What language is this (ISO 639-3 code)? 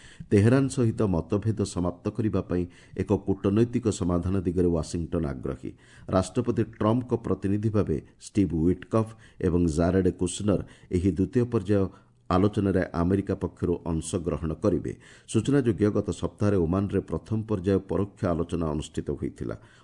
ori